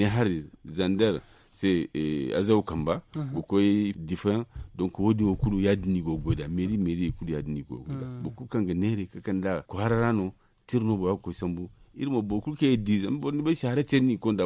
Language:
Zarma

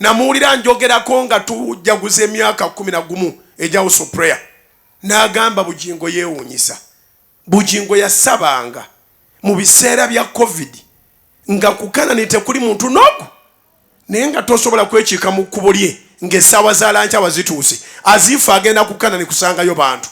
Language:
Ganda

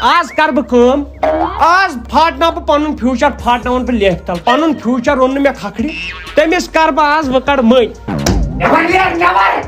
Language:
Kashmiri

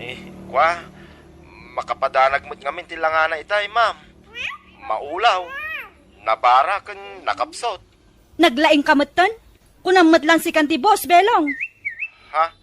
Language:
Iloko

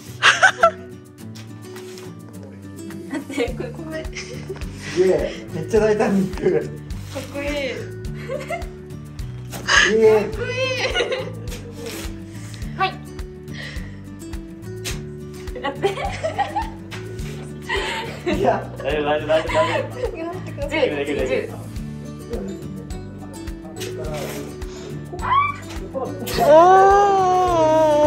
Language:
Japanese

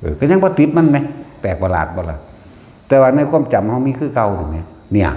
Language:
Northeastern Thai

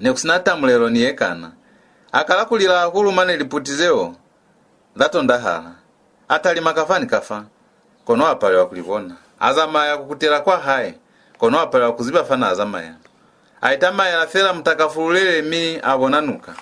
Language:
Lozi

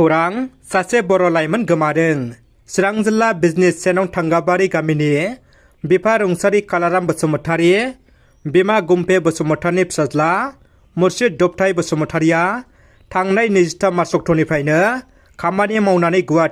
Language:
Bodo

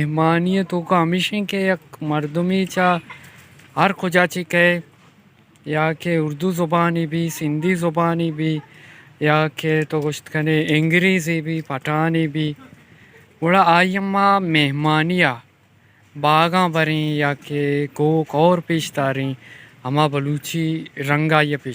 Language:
Baluchi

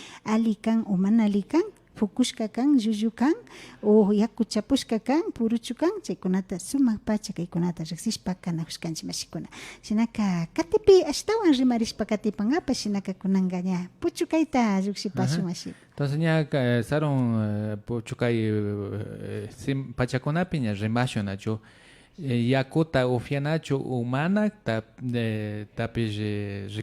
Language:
Imbabura Highland Quichua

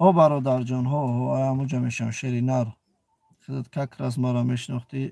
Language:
Tajik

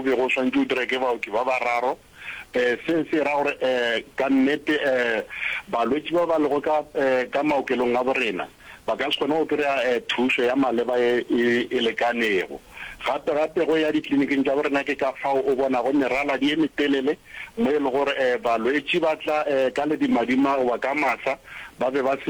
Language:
Northern Sotho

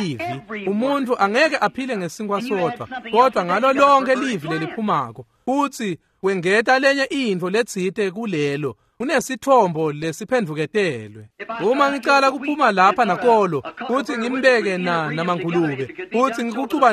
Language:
Swati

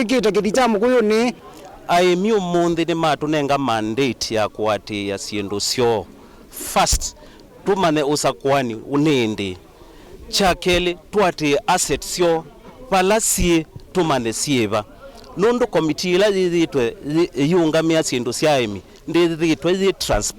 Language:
Kamba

